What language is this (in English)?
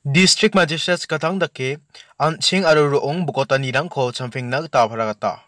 Garo